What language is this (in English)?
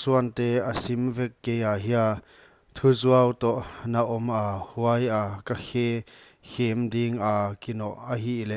Paite Chin